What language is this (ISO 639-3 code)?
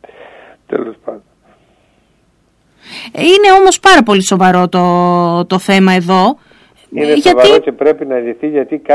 ell